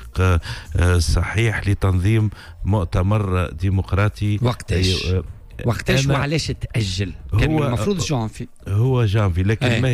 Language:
Tunisian Arabic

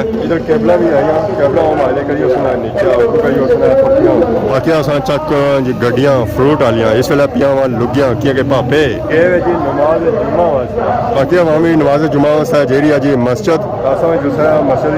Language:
Pahari-Potwari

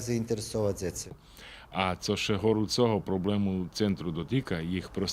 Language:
Rusyn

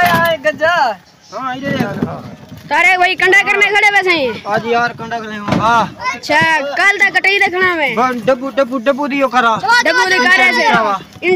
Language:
Saraiki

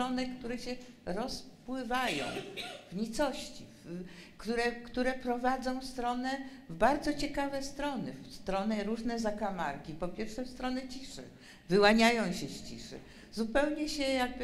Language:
Polish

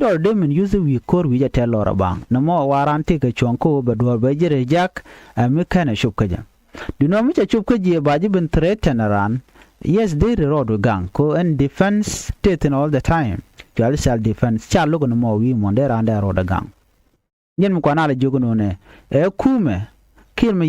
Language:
Nuer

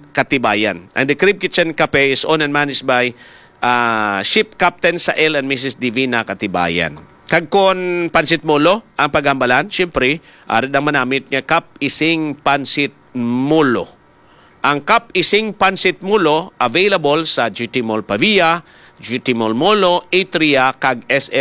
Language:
Hiligaynon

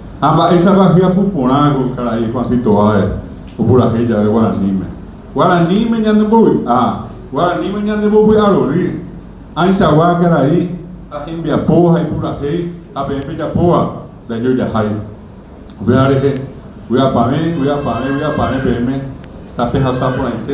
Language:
Guarani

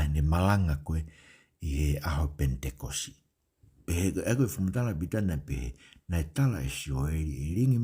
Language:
Tongan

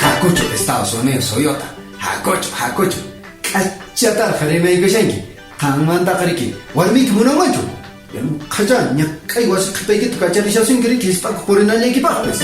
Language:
Quechua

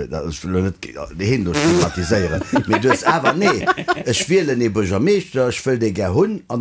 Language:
Luxembourgish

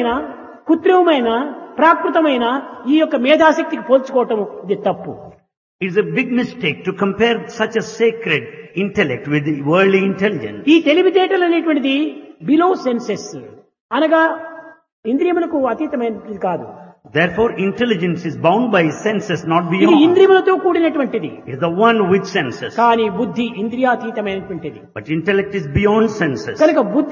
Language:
Telugu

